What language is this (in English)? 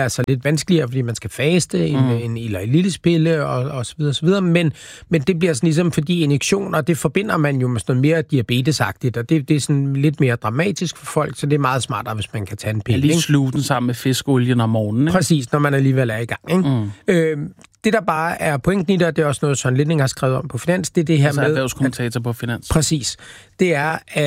Danish